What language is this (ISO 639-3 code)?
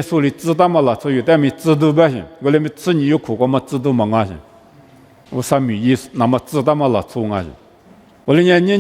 lis